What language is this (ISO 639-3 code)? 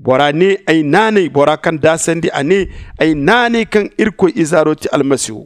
dje